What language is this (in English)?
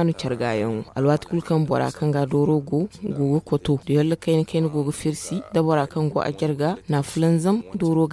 Zarma